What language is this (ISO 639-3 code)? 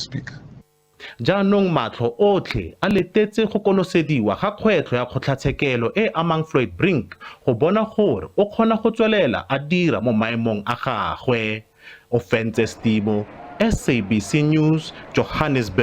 tsn